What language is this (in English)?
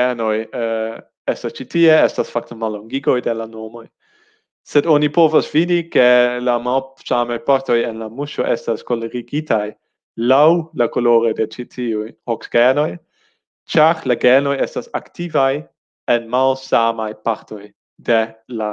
Esperanto